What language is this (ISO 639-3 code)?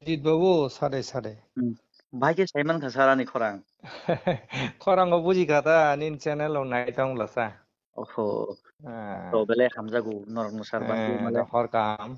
trp